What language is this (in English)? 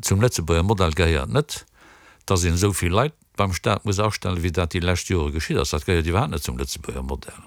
Luxembourgish